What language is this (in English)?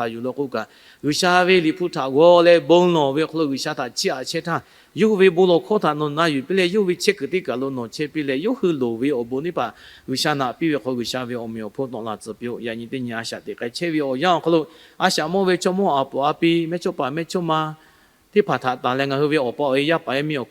Lahu